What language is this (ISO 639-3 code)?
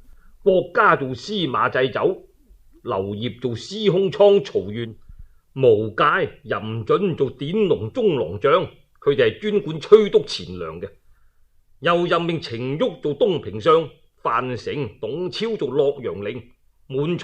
yue